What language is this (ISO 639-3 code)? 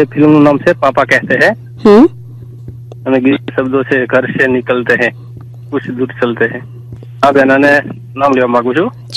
guj